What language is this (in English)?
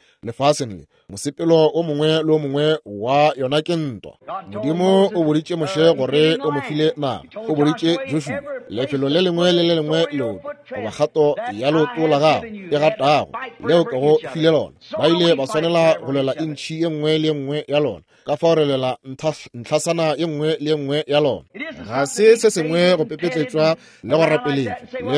Northern Sotho